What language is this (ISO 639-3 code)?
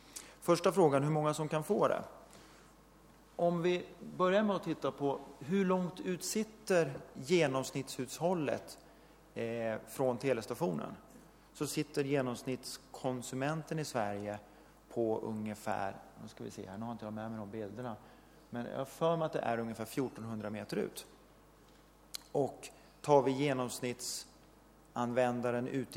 swe